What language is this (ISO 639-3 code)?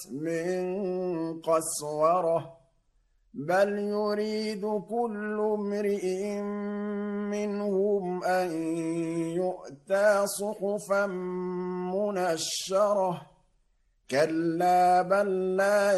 ara